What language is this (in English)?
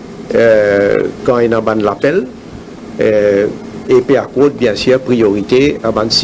Morisyen